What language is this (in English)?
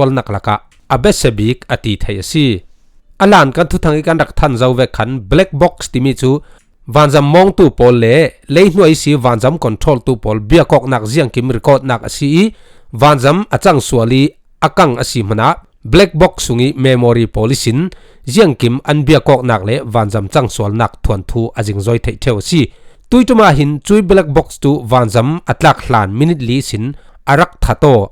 Falam Chin